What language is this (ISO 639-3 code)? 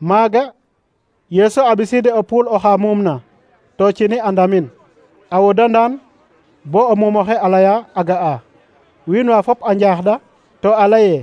srr